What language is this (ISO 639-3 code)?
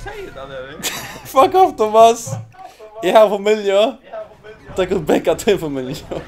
fao